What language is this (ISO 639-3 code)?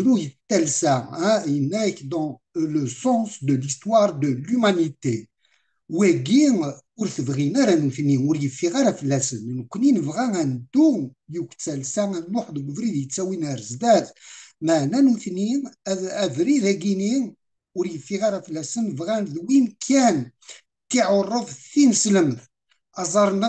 kab